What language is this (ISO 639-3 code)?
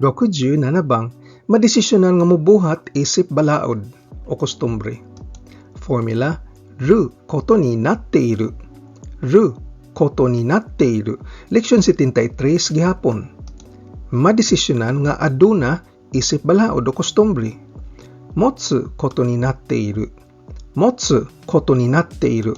ceb